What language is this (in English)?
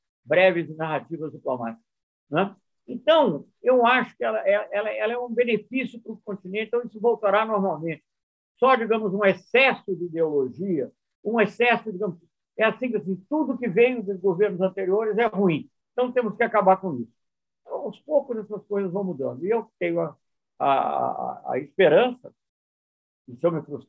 Portuguese